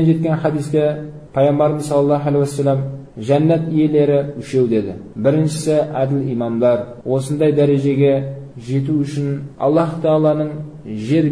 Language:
Kazakh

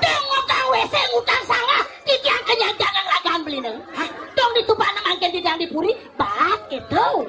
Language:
Balinese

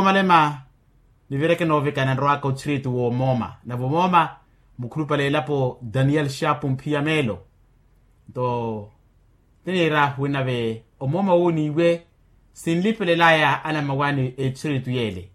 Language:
Makhuwa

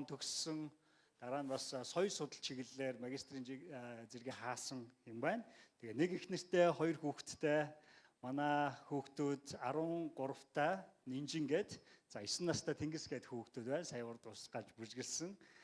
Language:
Mongolian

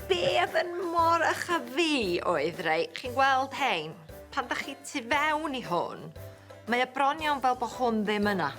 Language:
Welsh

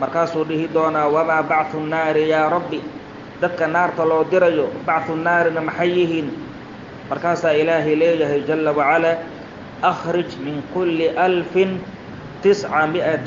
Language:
Somali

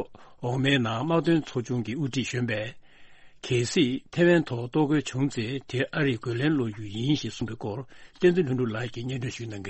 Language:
Tibetan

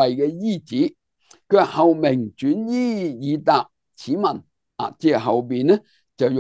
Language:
Cantonese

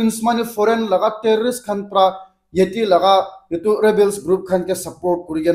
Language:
Naga Pidgin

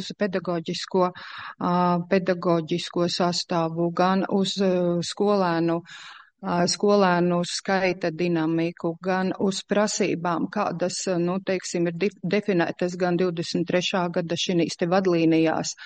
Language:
Latvian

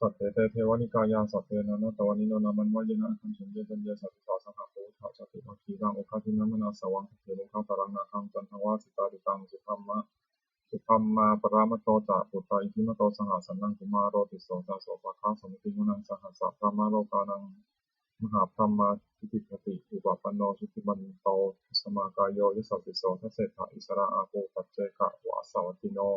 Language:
Pali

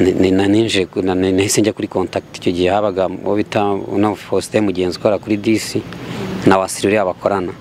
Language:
Kinyarwanda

